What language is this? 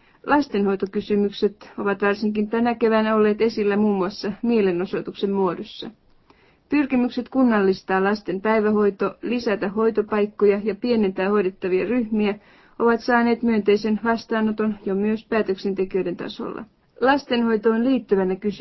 Finnish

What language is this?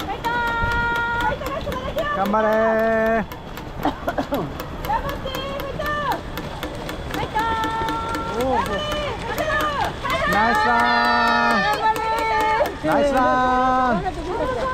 Japanese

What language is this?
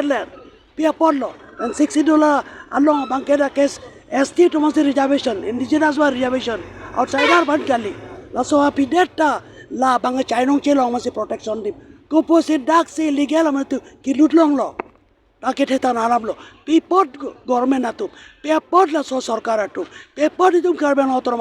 Karbi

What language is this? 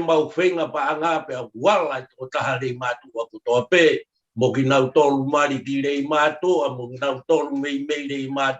Tongan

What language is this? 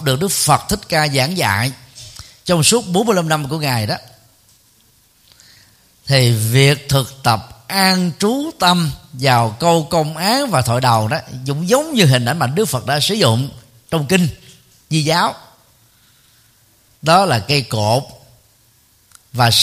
Vietnamese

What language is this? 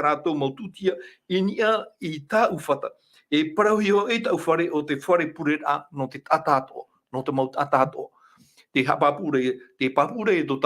Tahitian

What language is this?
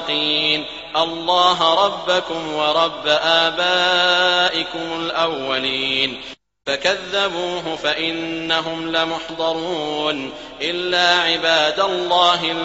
Arabic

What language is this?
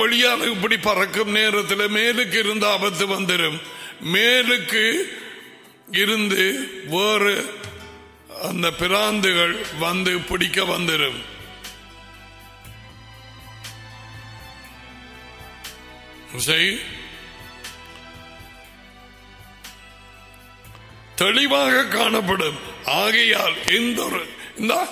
Tamil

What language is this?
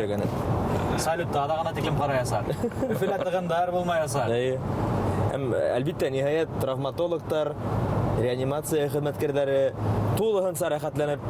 Bashkir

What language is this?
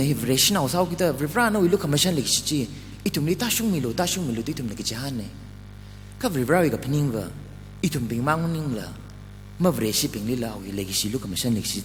Tangkhul Naga (India)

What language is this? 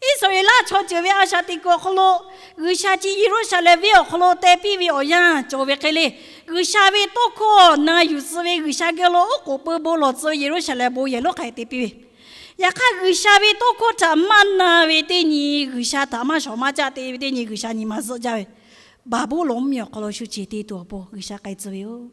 Lahu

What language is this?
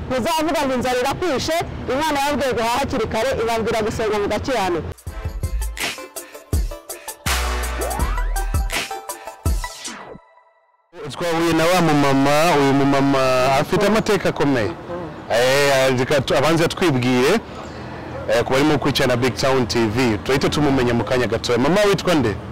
Kinyarwanda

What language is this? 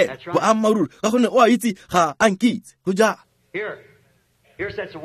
Tswana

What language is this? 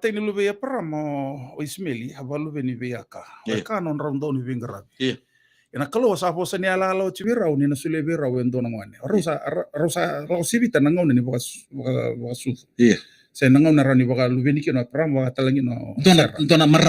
Fijian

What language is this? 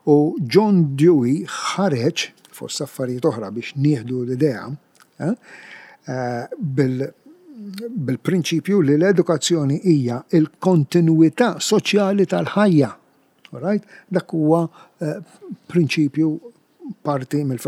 Maltese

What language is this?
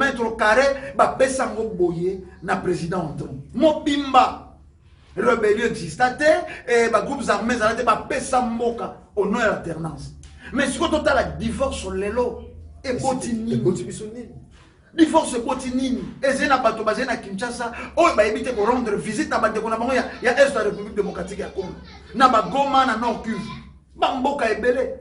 Lingala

